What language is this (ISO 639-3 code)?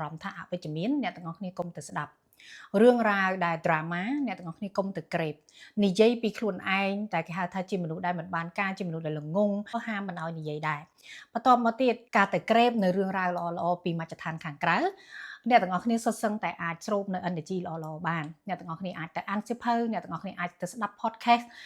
khm